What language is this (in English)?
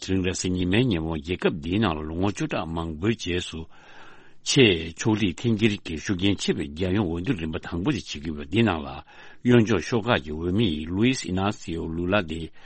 Tibetan